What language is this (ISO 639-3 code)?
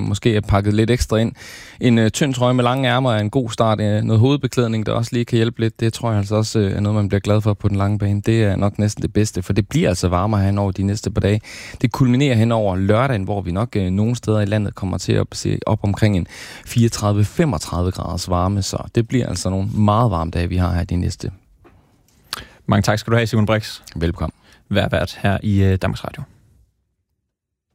dan